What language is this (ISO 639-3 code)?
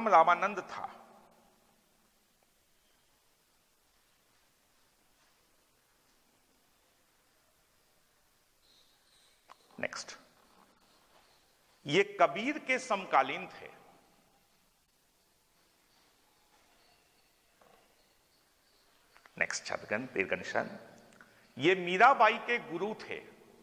hin